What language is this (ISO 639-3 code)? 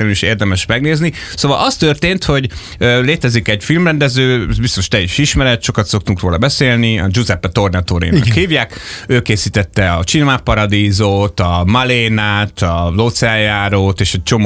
hun